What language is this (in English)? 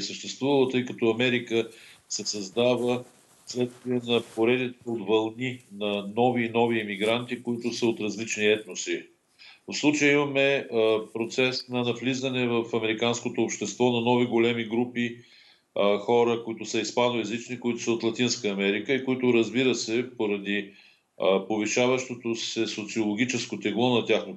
Bulgarian